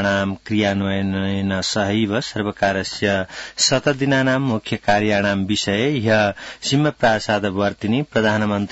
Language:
Sanskrit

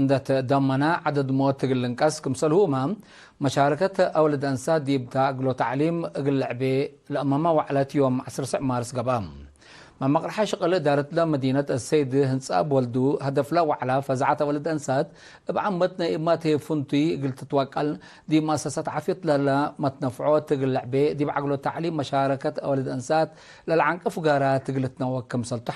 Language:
Tigre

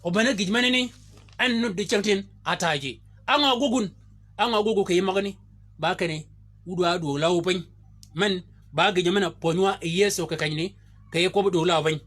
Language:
Shilluk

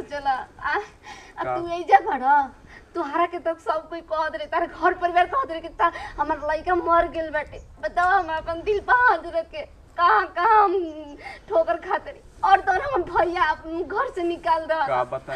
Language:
Bhojpuri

